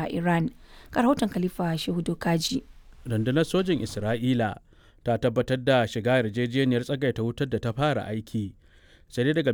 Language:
Hausa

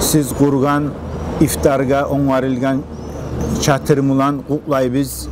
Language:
Kumyk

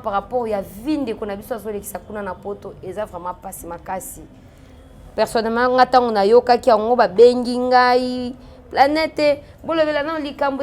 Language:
Lingala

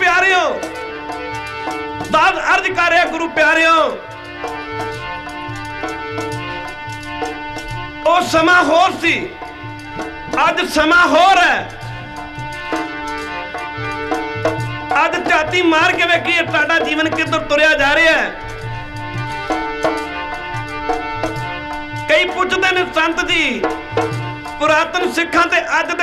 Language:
Punjabi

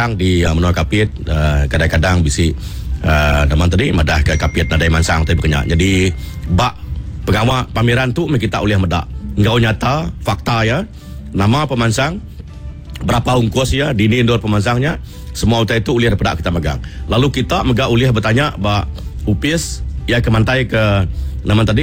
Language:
Iban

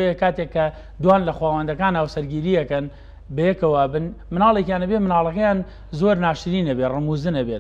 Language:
Central Kurdish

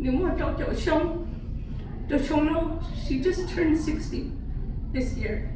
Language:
Hmong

